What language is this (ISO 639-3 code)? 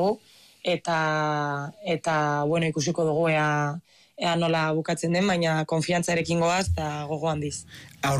eus